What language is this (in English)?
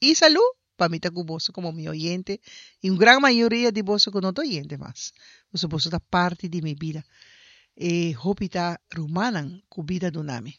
Papiamento